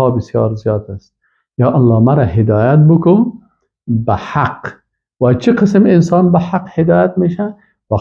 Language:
Persian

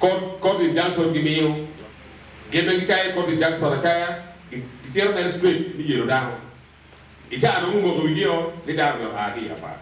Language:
Acoli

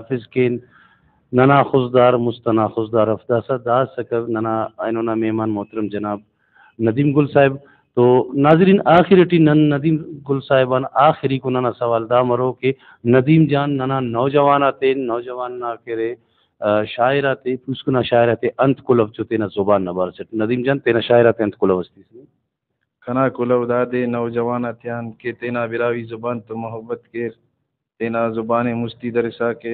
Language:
Brahui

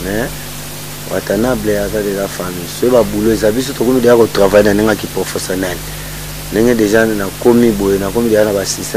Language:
Lingala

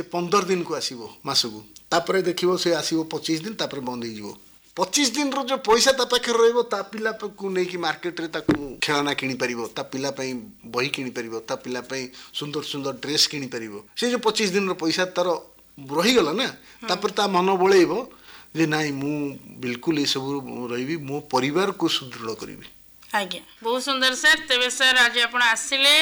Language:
Odia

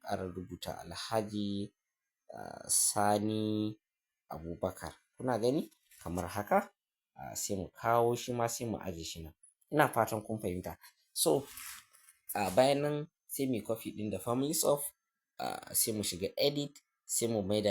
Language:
Hausa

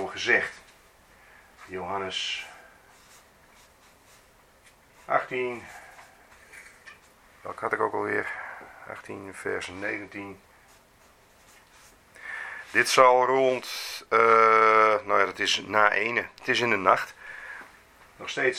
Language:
Dutch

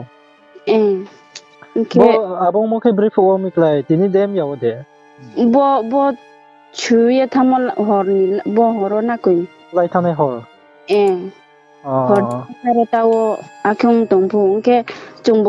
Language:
Riang (India)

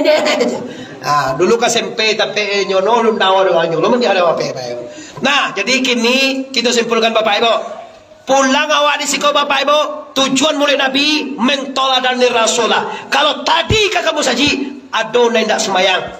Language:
Minangkabau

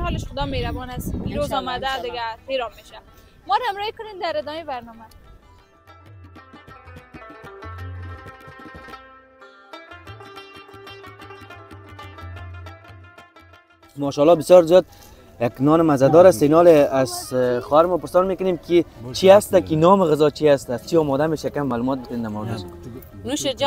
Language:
Persian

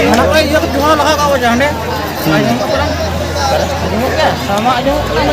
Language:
Santali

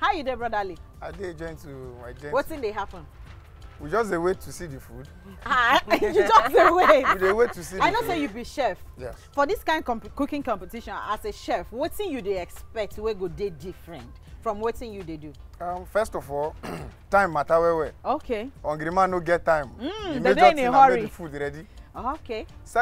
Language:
Nigerian Pidgin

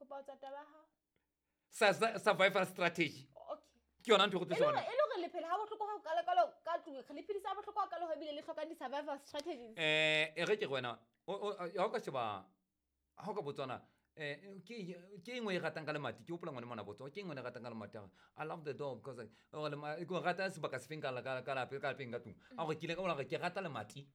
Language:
Southern Sotho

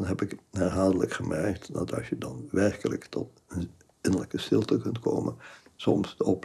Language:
Dutch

